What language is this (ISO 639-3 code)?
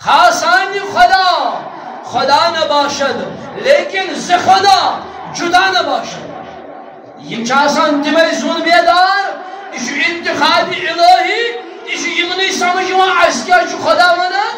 kas